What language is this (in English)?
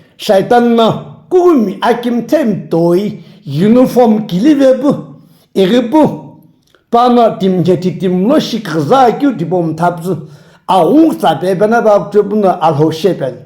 Sumi Naga